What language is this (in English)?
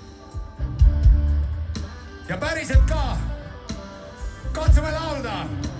Estonian